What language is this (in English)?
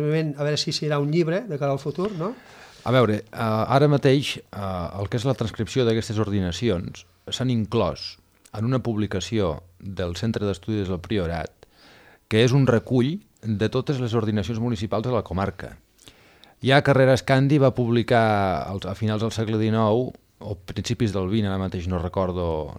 Catalan